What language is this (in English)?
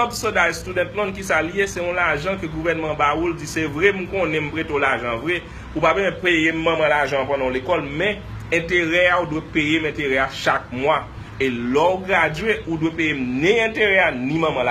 Haitian Creole